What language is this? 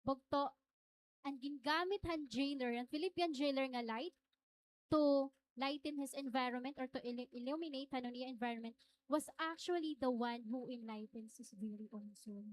Waray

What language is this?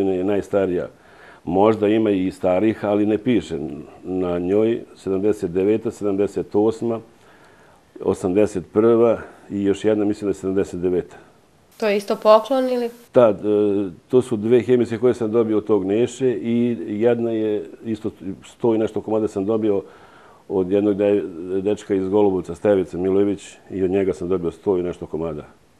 Serbian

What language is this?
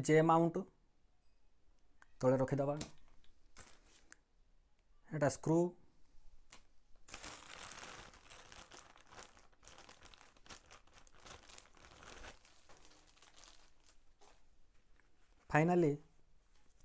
Odia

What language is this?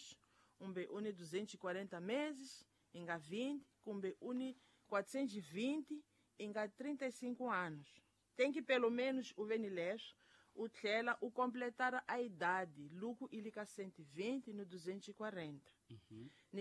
Tsonga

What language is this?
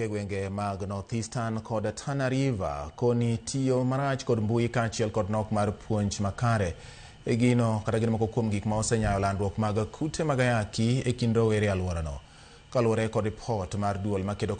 Luo (Kenya and Tanzania)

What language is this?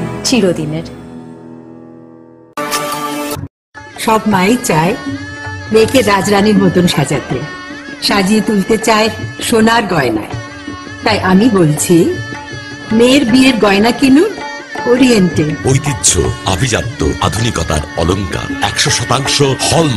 Bangla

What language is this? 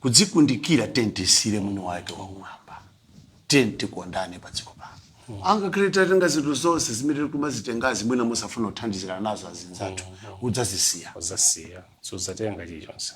Nyanja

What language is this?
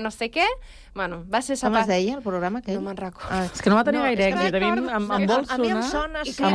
Catalan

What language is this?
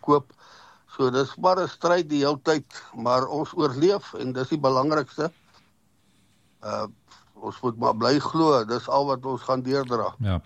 Afrikaans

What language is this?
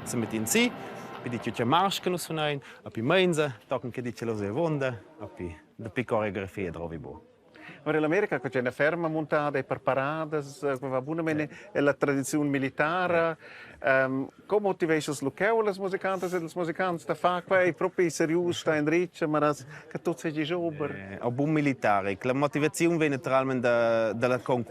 Romansh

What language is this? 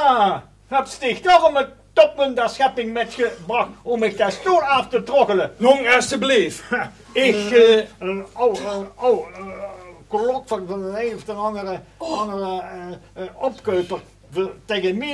Limburgish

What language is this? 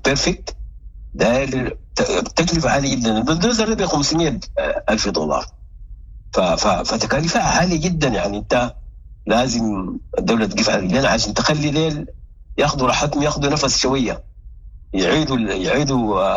Sudanese Arabic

